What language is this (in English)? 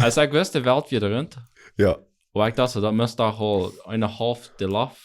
Plautdietsch